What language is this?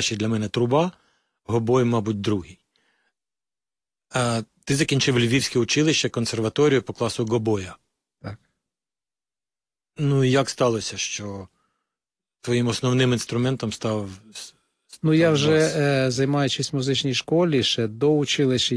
Ukrainian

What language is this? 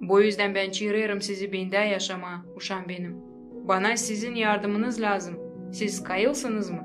Gagauz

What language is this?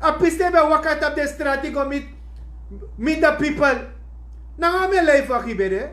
Sranan Tongo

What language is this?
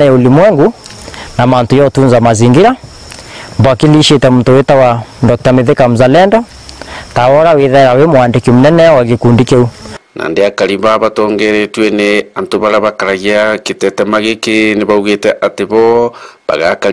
Meru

